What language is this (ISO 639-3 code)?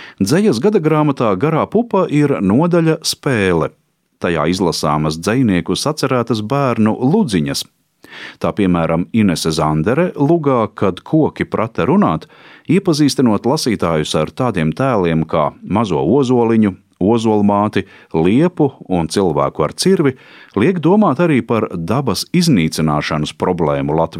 lav